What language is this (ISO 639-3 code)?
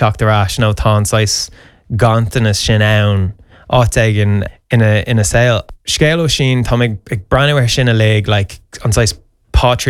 gle